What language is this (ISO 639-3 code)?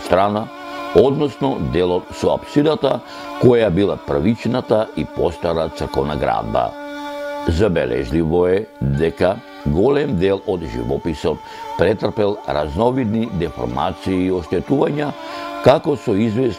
mkd